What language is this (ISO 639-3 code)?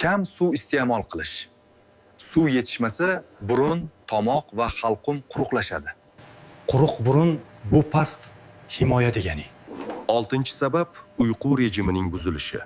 uzb